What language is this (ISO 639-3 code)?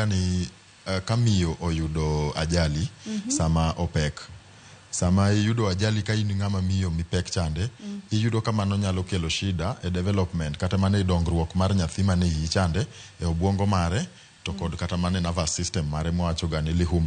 luo